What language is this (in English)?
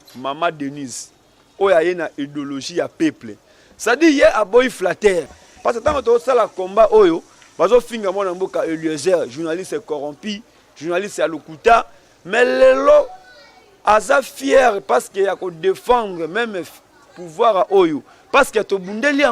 Lingala